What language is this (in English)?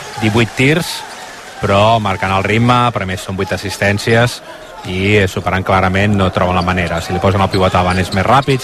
Catalan